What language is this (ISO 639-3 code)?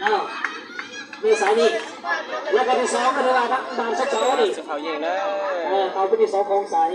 lao